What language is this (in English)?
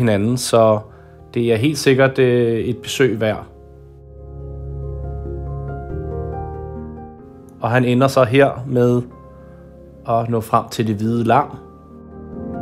Danish